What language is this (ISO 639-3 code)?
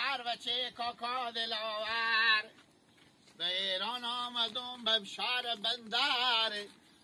haz